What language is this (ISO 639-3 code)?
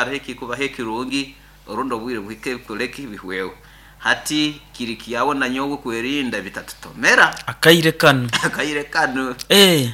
nyo